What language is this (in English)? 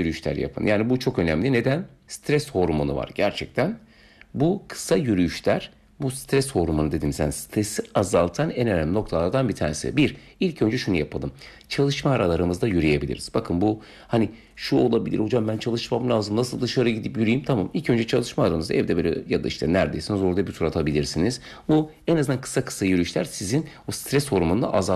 Turkish